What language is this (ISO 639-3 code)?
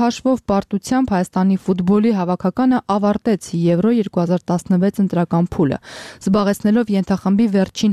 hye